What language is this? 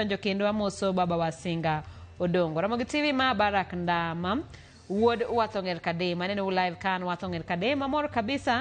Luo (Kenya and Tanzania)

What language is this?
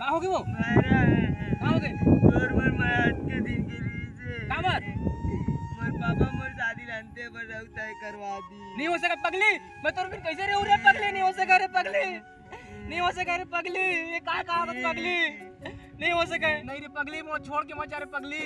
Chhattisgarhi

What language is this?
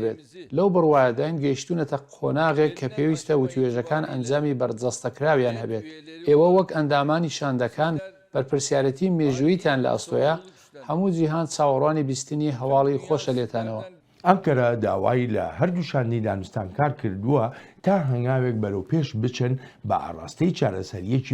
Central Kurdish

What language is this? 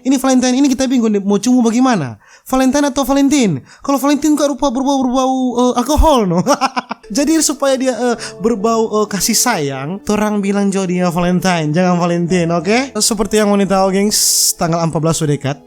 Manado Malay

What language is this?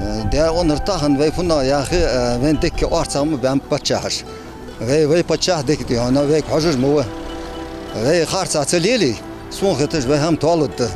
Ingush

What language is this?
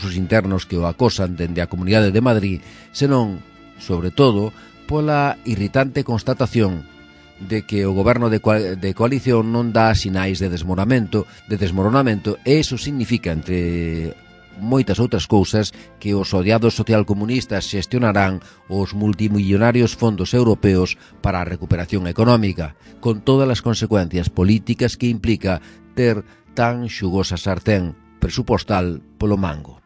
Galician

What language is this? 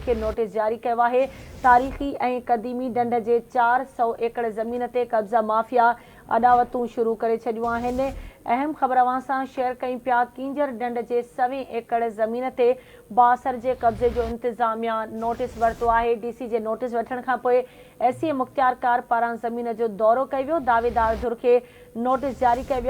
Sindhi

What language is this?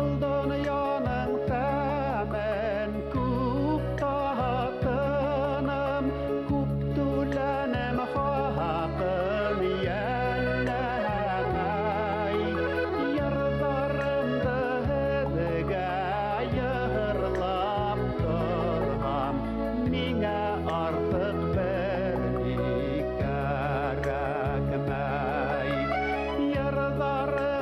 Bashkir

